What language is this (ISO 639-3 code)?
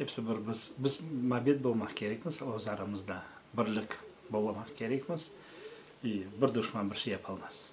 crh